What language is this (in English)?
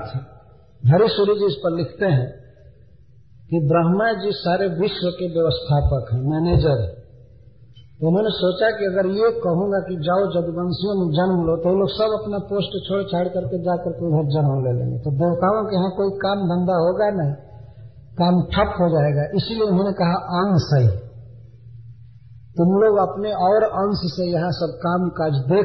Hindi